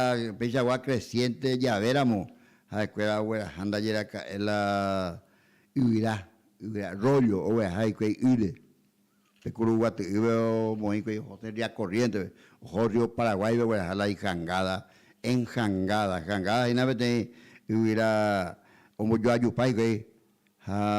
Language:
Guarani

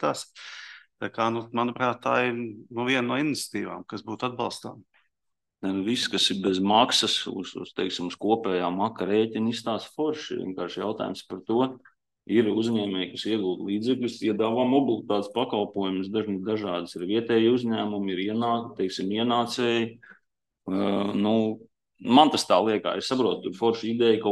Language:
Latvian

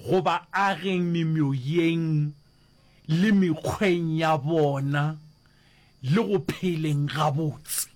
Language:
Northern Sotho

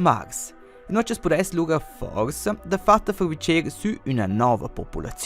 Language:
Romansh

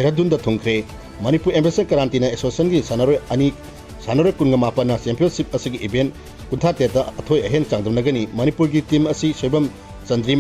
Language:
Manipuri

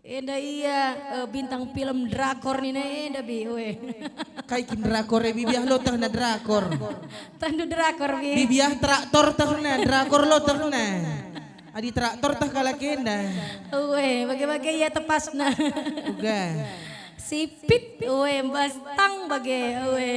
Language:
Batak Karo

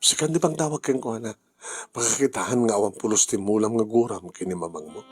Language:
Iloko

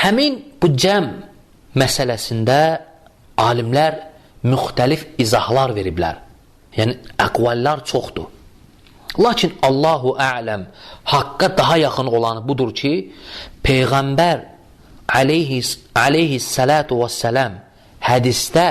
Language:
Azerbaijani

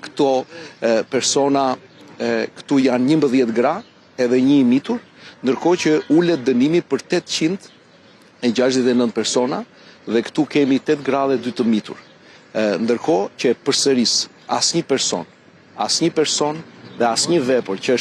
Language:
Albanian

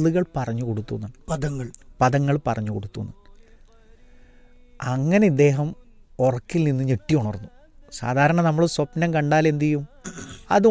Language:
Malayalam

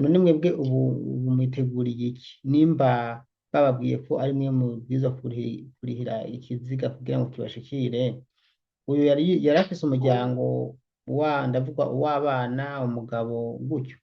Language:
Rundi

